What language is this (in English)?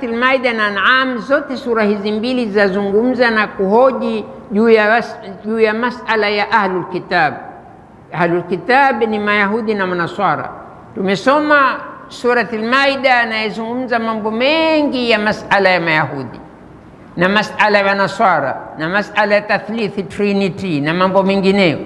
Swahili